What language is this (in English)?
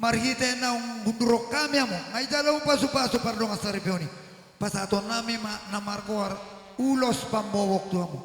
Batak Toba